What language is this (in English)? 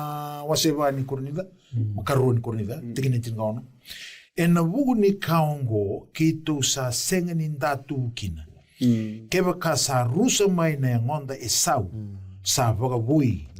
Fijian